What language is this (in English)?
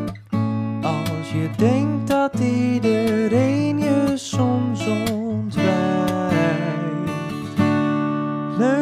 Dutch